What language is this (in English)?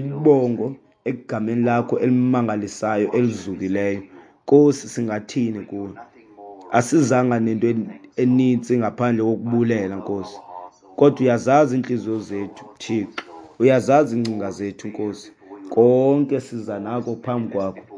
Xhosa